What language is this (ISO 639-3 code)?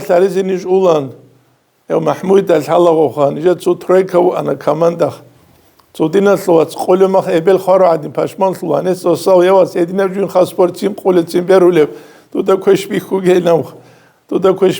ava